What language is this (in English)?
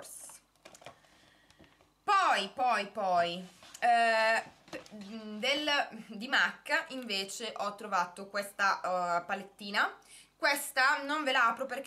Italian